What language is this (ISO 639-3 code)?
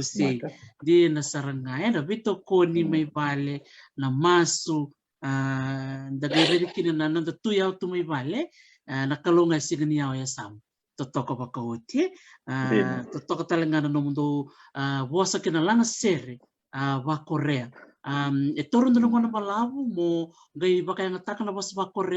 fij